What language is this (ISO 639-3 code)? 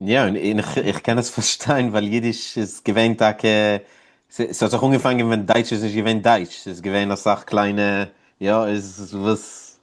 yid